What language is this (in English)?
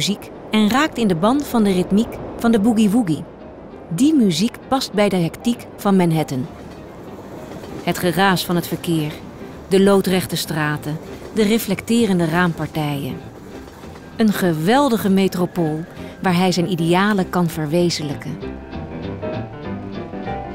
Dutch